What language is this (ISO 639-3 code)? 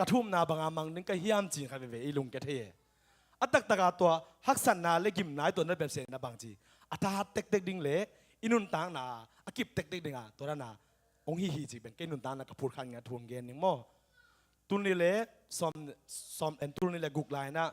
ctd